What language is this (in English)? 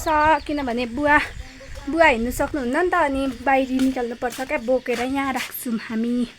Nepali